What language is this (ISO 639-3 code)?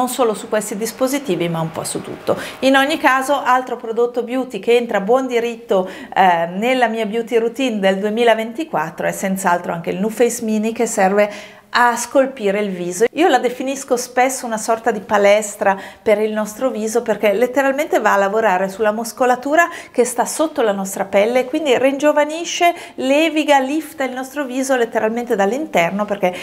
ita